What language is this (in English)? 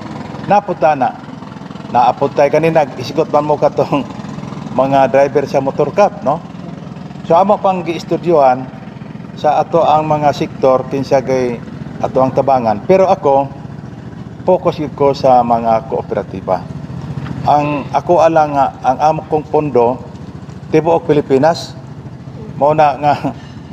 Cebuano